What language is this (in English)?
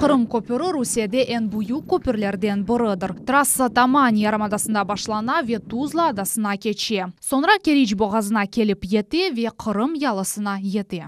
Crimean Tatar